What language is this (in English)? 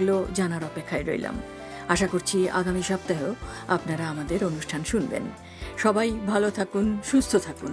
Bangla